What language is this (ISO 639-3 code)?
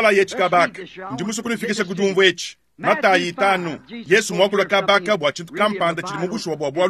lua